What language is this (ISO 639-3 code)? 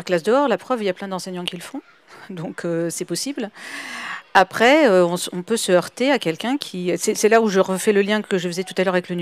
fra